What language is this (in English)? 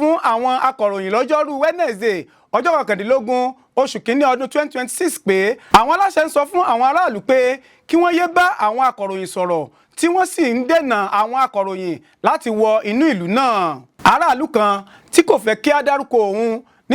Yoruba